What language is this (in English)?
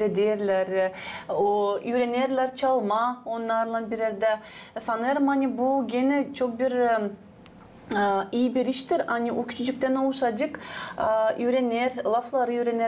Gagauz